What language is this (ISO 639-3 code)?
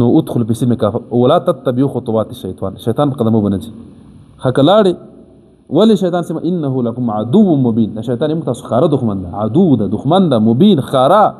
pus